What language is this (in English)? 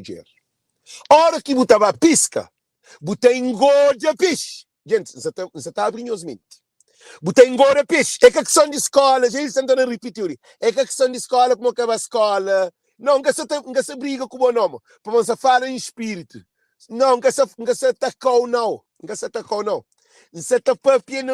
Kabuverdianu